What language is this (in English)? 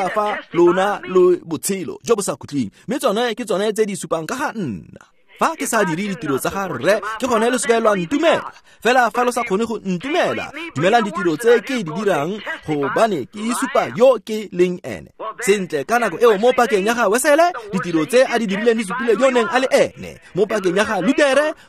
Tswana